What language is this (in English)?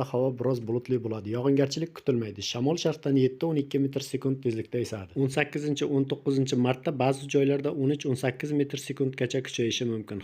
Uzbek